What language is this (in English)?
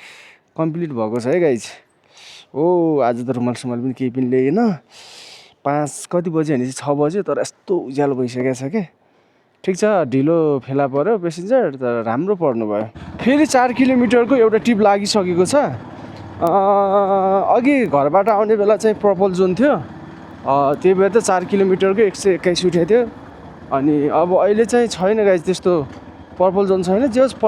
Nepali